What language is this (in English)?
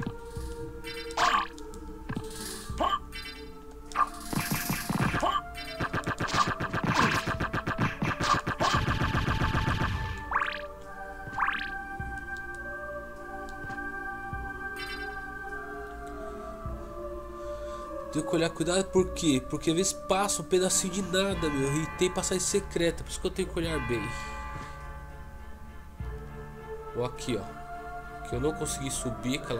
Portuguese